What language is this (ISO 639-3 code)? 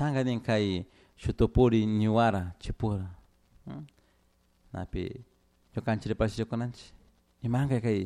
qug